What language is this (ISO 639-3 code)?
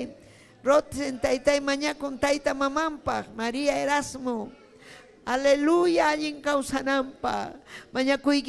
quy